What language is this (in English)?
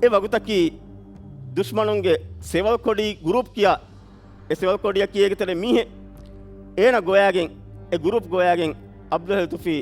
Divehi